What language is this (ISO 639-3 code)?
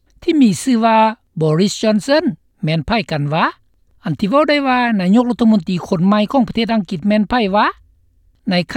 lao